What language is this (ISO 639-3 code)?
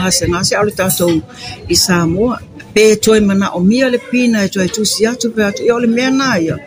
smo